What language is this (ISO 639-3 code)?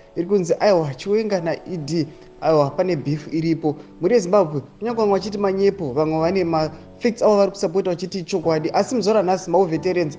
sna